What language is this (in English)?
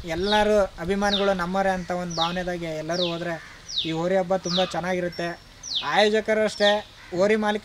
Kannada